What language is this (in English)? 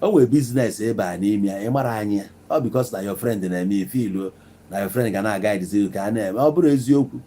Igbo